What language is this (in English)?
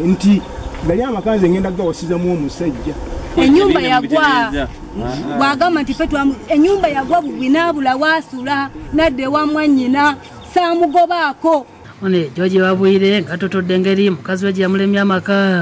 Ganda